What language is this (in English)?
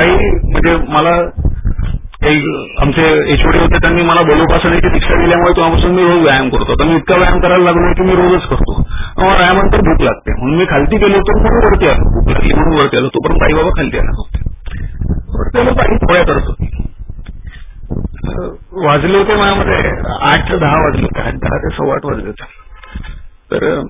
Marathi